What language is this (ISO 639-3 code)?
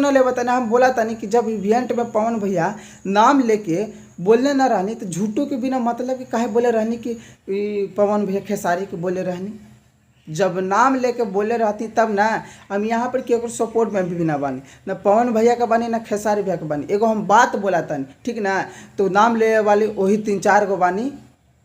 bho